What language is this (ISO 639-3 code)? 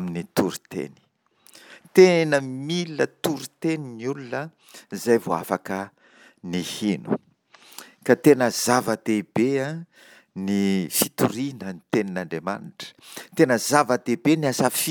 mlg